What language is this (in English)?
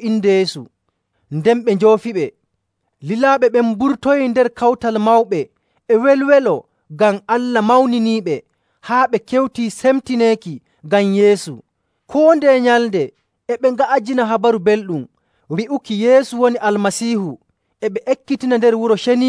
Nigerian Fulfulde